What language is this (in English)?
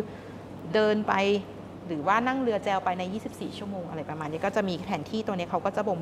Thai